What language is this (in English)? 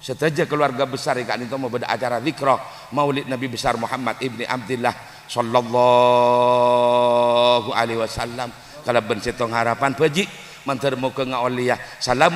Madurese